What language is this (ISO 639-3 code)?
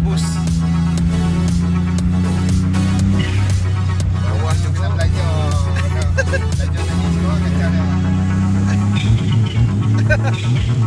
msa